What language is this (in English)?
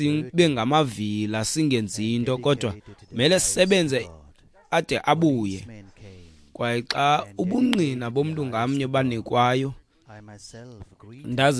Xhosa